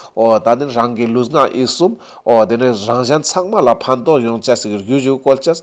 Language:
Ladakhi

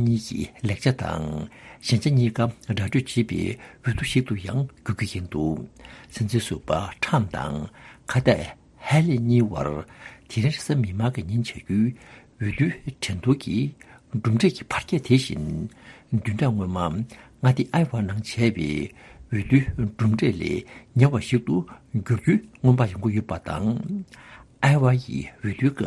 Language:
Tibetan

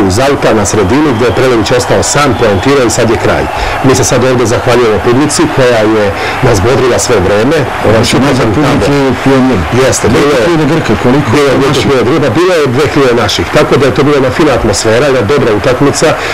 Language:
Serbian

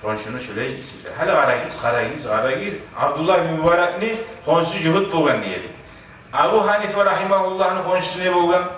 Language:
Kumyk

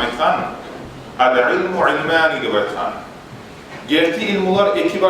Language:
Kumyk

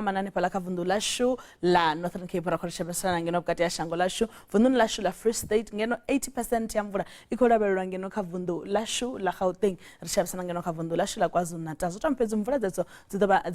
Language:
Venda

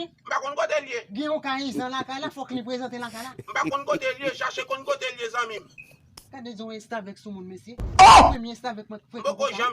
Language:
Haitian Creole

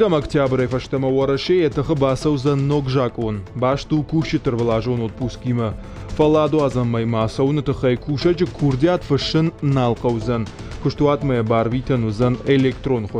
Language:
Ossetic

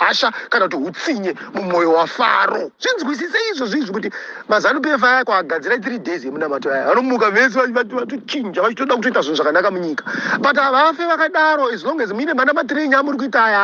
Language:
Shona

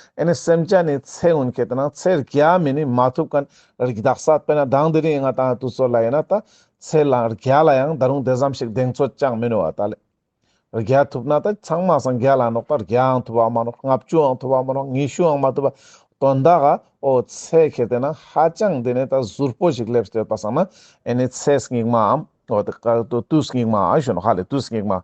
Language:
Ladakhi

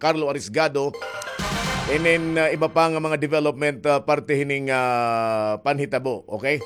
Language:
Waray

